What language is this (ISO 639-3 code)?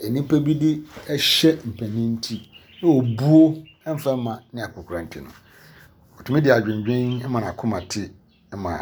aka